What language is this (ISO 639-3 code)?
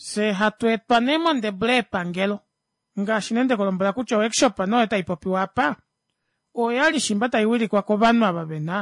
kua